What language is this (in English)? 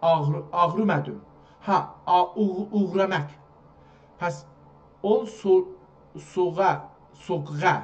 South Azerbaijani